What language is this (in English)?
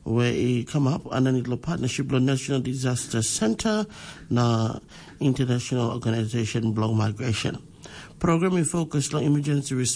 Tok Pisin